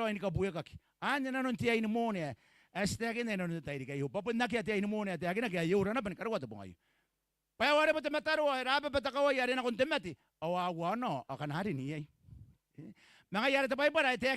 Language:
Gilbertese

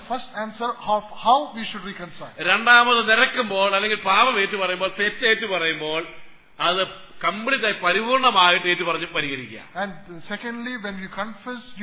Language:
Malayalam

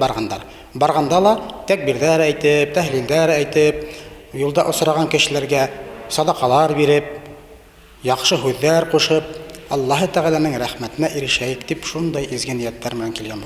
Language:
Bashkir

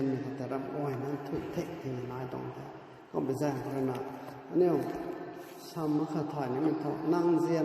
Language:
Rongmei Naga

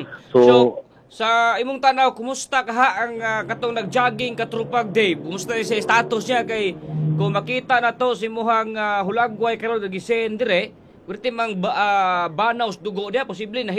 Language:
Cebuano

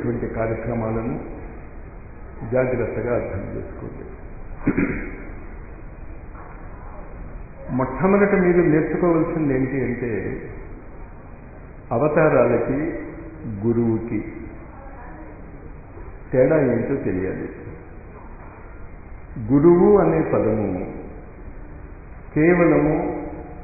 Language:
Telugu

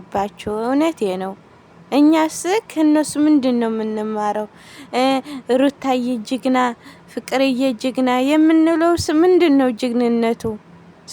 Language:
Amharic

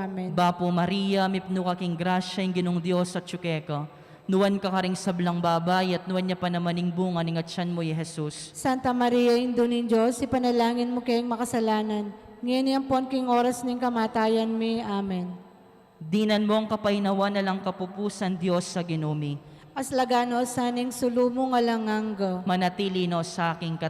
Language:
Pampanga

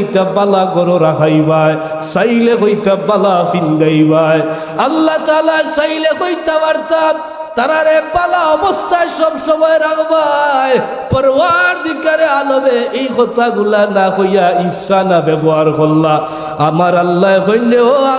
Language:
Sylheti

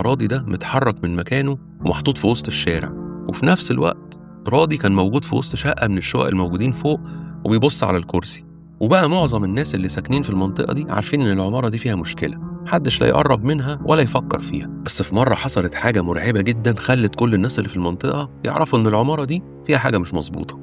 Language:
Egyptian Arabic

